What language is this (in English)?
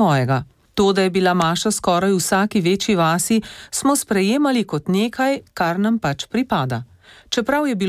Slovenian